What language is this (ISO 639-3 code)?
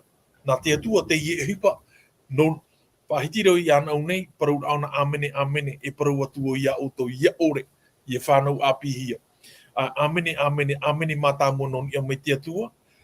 tah